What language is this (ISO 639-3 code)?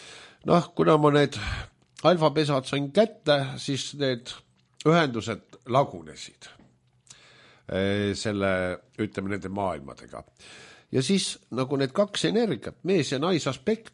est